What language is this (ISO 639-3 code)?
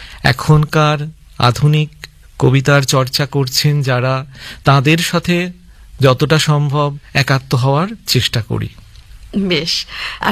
ben